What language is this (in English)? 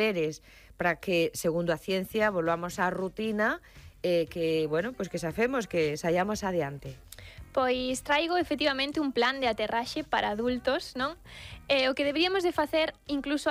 Galician